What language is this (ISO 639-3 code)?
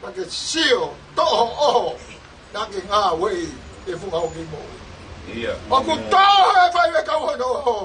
ton